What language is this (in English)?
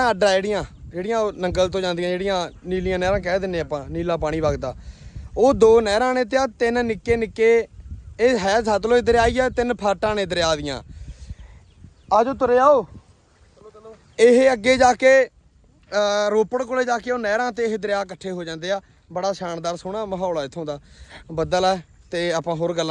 Punjabi